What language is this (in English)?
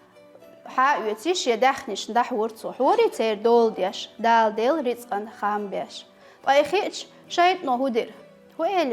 Chechen